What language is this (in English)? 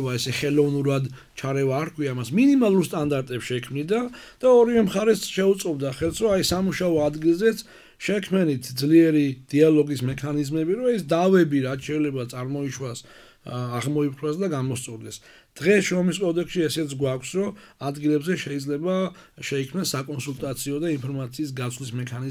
Georgian